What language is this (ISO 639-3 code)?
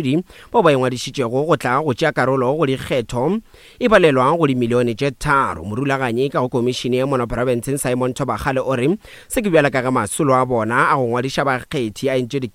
nso